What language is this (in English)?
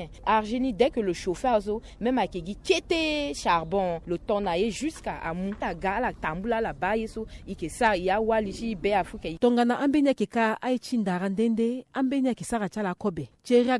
Sango